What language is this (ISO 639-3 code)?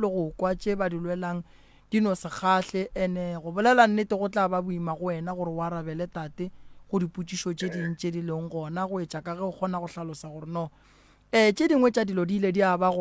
nso